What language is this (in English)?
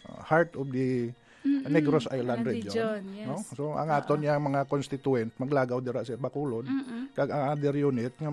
Hiligaynon